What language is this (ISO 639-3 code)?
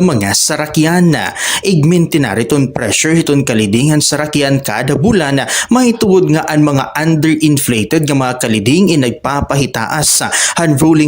war